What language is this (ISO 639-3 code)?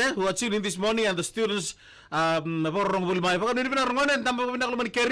fij